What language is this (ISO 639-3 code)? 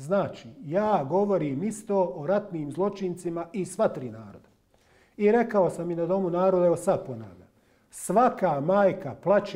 bos